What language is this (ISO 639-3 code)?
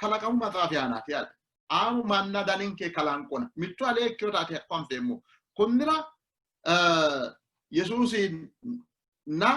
sid